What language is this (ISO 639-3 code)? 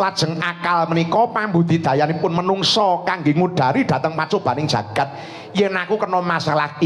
jav